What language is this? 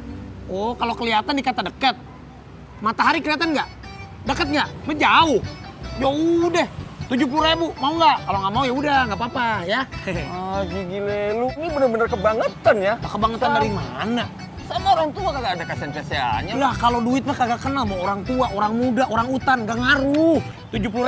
Betawi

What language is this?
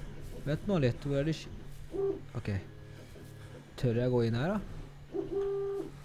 Norwegian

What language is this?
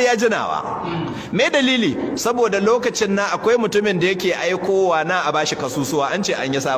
Hausa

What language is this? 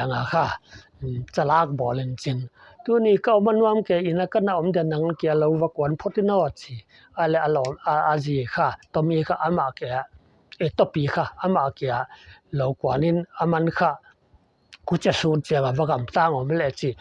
Paite Chin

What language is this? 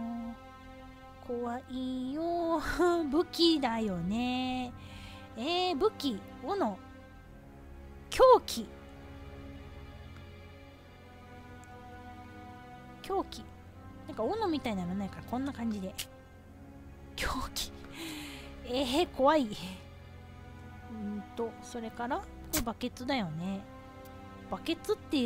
Japanese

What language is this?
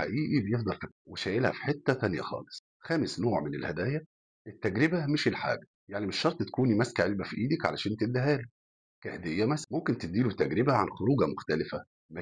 Egyptian Arabic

